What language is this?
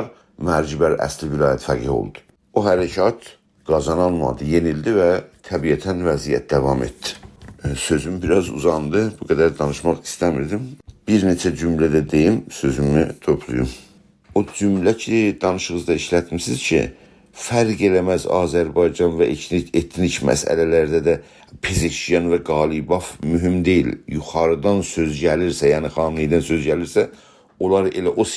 South Azerbaijani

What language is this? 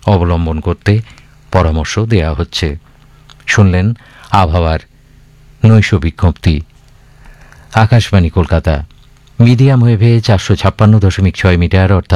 Bangla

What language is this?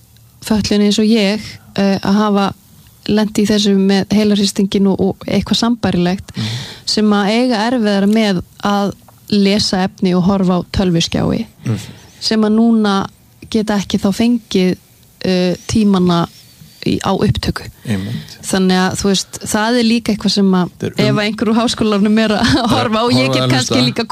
Icelandic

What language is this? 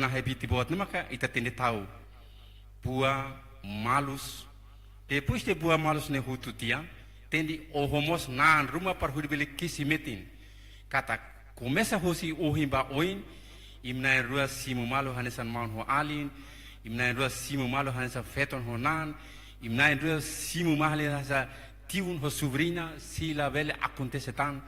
Tetum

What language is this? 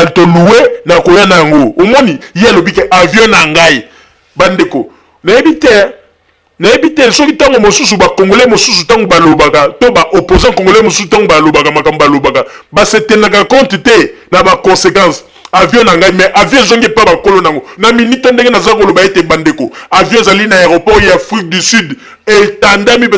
Lingala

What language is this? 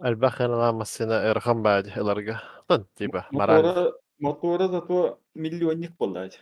Yakut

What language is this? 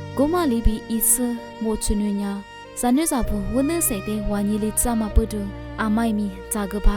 Lisu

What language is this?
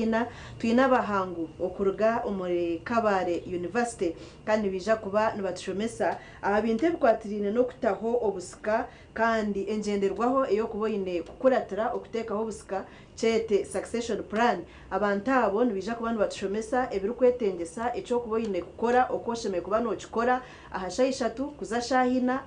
Nyankole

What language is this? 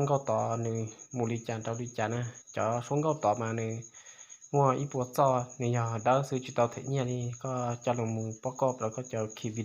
Hmong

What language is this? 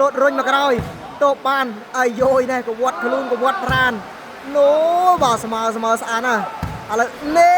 Khmer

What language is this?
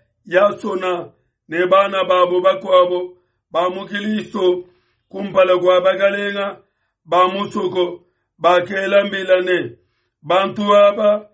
Luba-Lulua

